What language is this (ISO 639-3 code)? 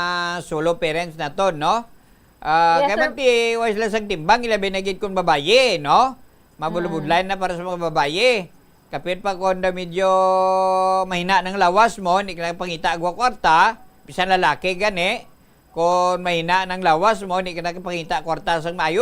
hil